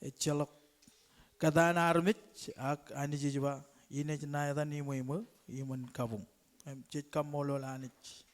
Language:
Marshallese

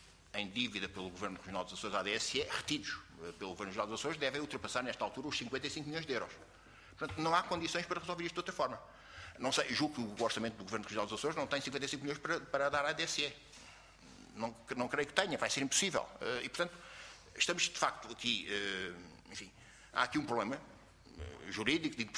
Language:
Portuguese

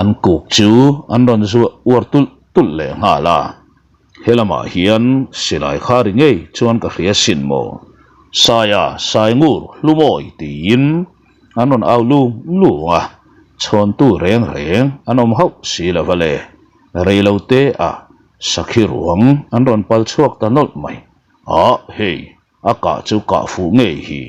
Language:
Mizo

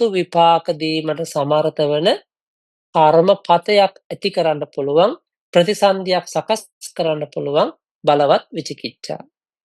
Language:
Sinhala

